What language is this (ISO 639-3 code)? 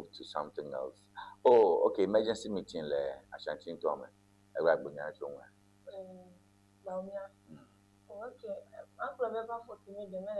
ewe